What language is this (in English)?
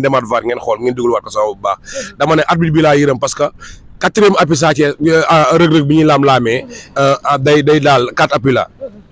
Wolof